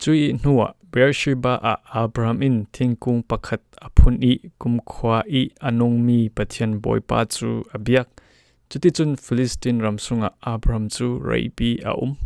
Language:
Falam Chin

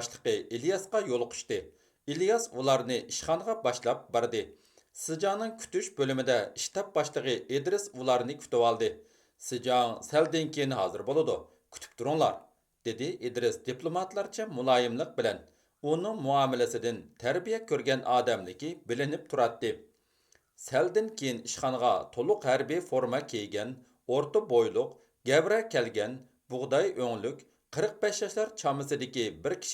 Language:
Uyghur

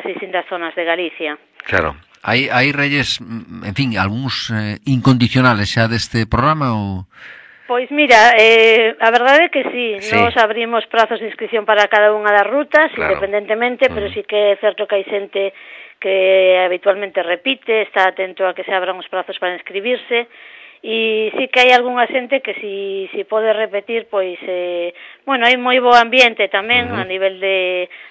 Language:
Galician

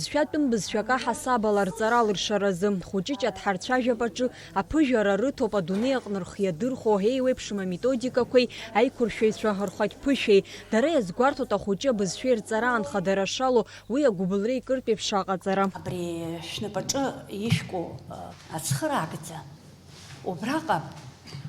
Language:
Abkhazian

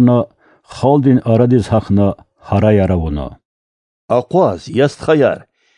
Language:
Lezghian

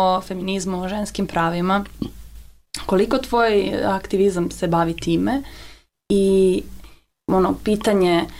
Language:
Serbian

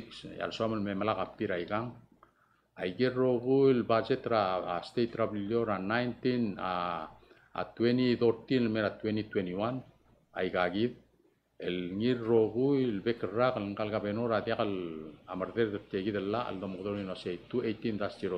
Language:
Palauan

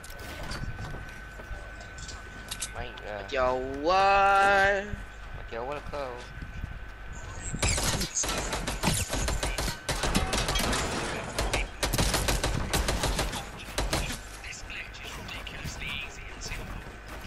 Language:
Malay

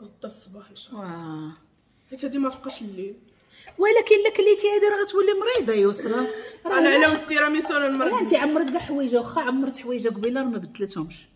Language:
Moroccan Arabic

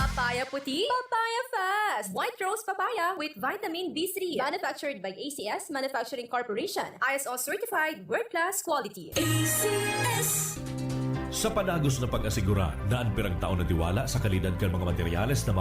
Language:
Bikol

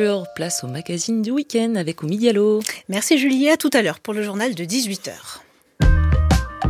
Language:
French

